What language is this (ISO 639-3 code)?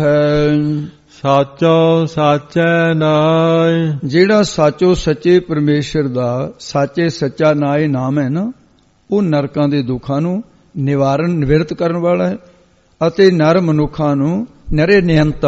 pan